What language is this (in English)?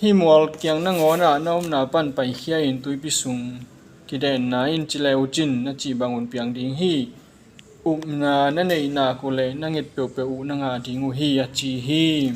Tedim Chin